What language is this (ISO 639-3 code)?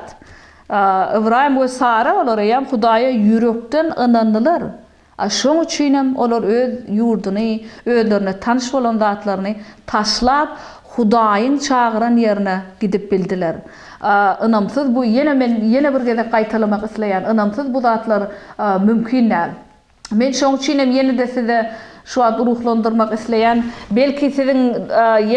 tuk